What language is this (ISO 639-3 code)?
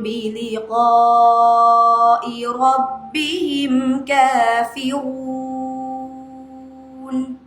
div